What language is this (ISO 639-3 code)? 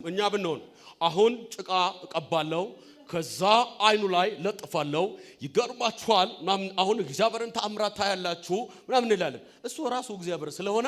amh